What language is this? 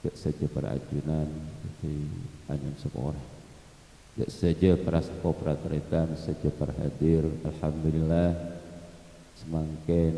Madurese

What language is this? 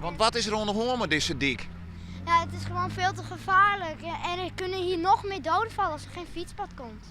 Western Frisian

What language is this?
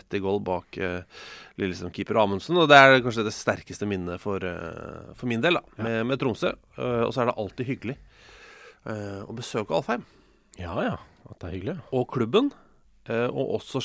Norwegian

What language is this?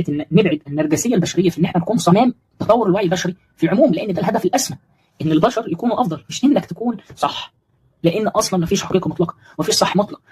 Egyptian Arabic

